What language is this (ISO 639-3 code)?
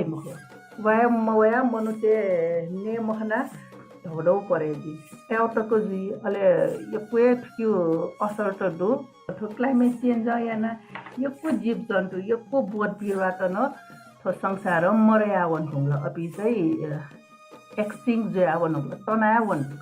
new